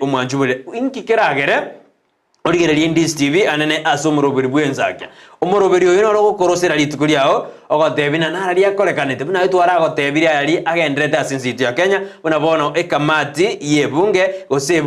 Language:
Gusii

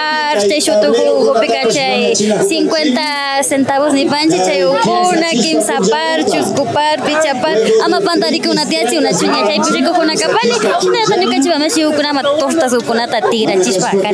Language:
Imbabura Highland Quichua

